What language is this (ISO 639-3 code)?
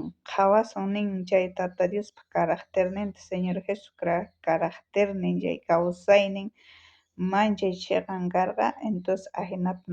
quh